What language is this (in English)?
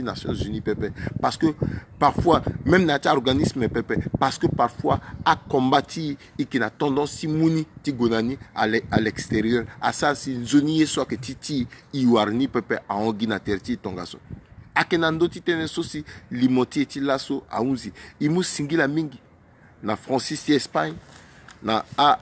Sango